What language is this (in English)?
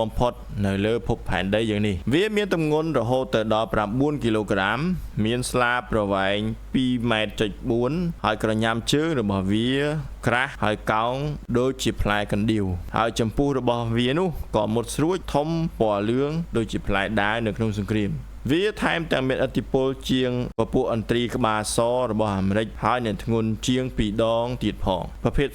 Khmer